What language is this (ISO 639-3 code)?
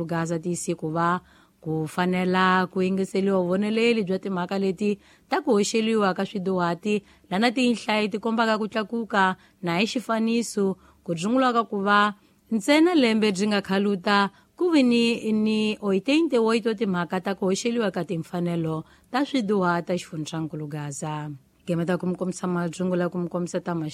tso